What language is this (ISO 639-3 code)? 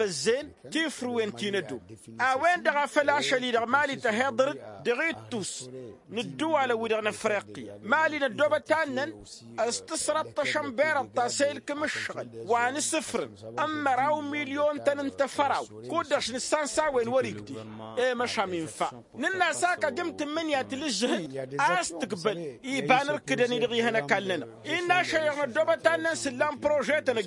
taq